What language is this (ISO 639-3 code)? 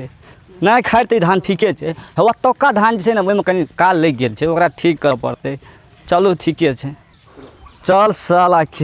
mai